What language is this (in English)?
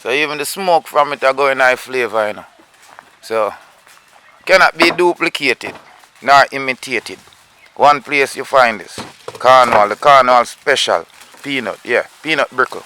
Jamaican Creole English